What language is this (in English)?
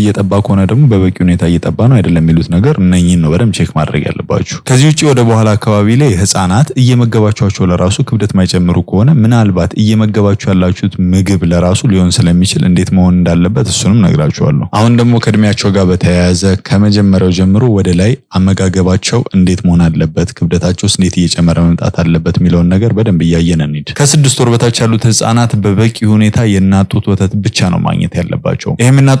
Amharic